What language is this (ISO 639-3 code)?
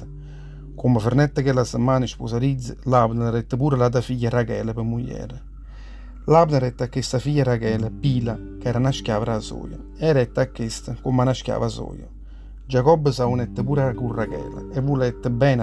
nap